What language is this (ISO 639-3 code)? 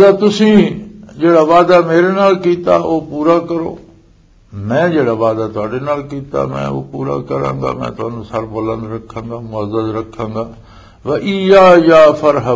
lah